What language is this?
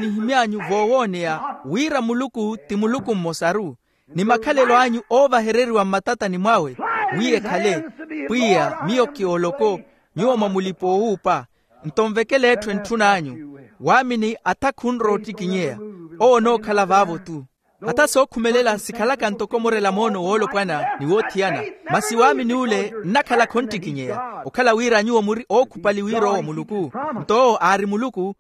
Makhuwa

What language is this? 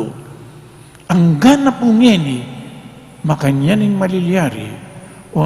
Pampanga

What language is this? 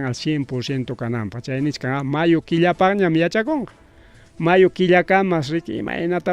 Ayacucho Quechua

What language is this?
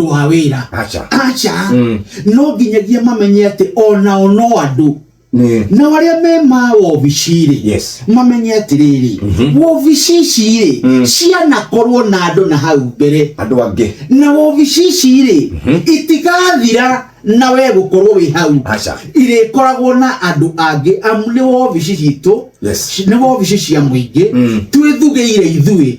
Kikuyu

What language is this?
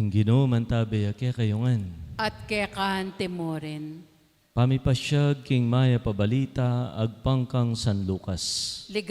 Pampanga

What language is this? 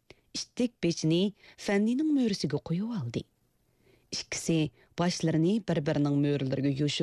Uyghur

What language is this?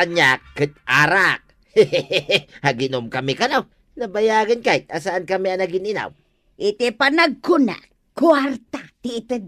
Iloko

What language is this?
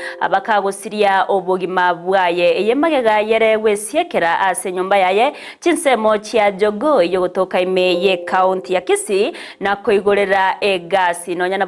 Gusii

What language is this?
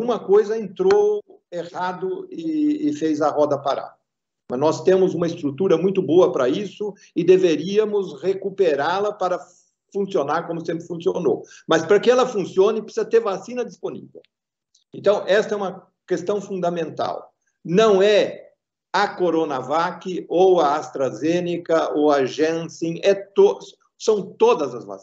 Portuguese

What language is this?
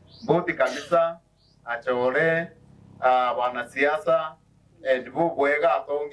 Meru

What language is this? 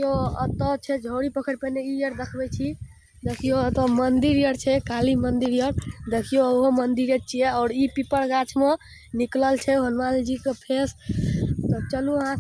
Maithili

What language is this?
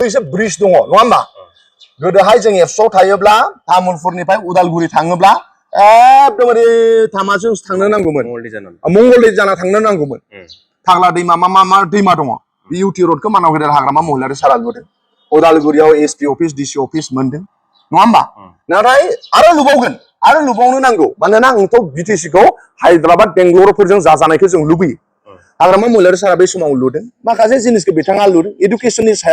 Bodo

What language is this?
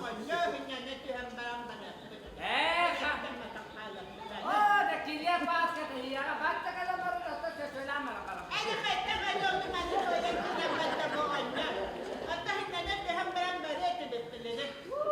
Yakut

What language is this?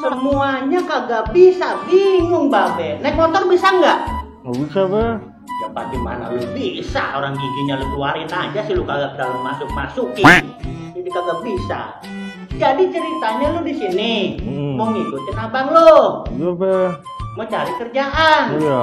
Betawi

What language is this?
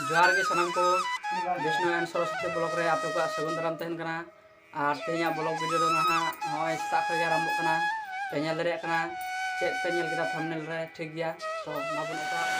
Santali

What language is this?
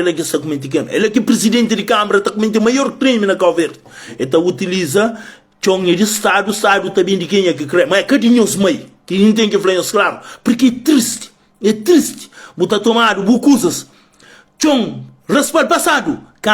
Kabuverdianu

